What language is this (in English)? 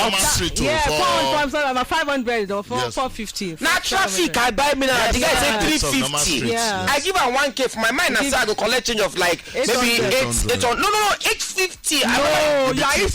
Nigerian Pidgin